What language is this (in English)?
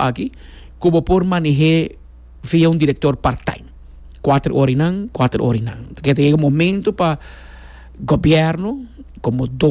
Papiamento